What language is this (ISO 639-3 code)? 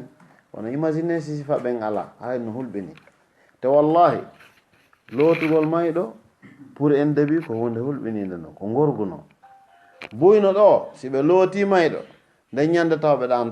ful